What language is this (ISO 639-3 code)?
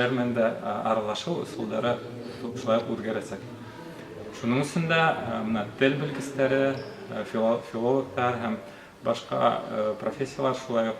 bak